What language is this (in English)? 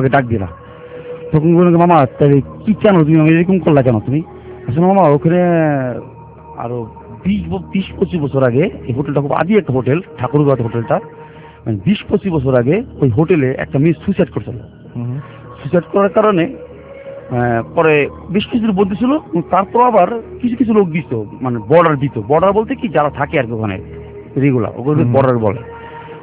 Bangla